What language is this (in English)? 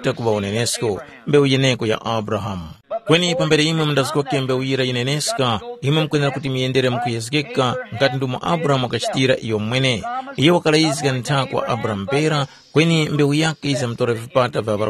Tumbuka